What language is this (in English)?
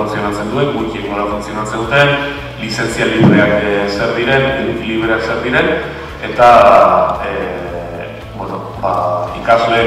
Basque